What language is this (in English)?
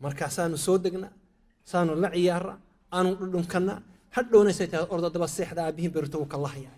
Somali